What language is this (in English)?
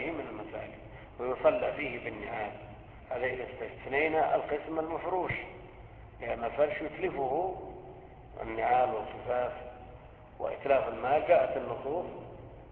Arabic